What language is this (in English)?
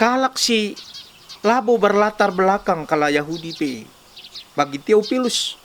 Batak Karo